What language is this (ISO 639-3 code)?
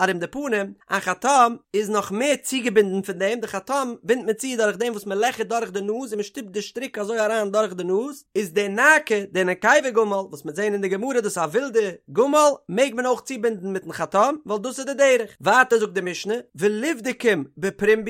yid